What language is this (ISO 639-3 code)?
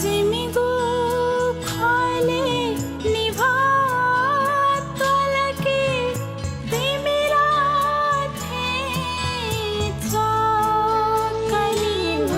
new